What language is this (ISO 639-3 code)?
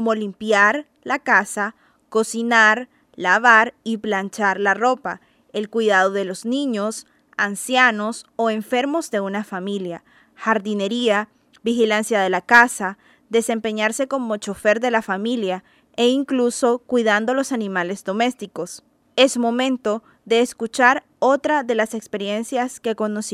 spa